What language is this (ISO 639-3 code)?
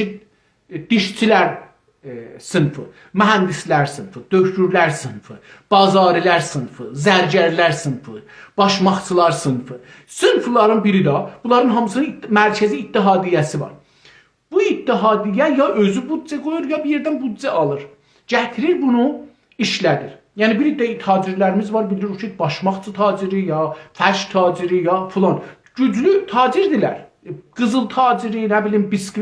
azb